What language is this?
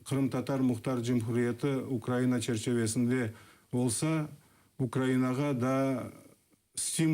Crimean Tatar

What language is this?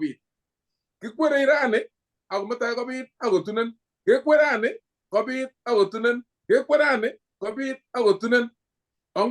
Kalenjin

